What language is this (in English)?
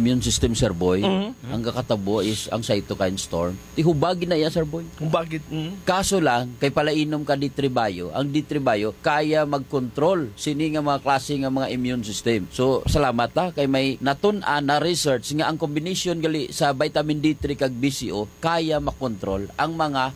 Hiligaynon